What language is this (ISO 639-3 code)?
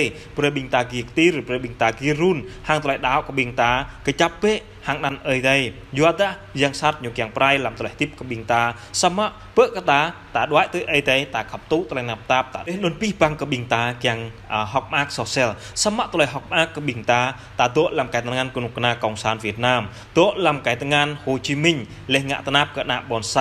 jra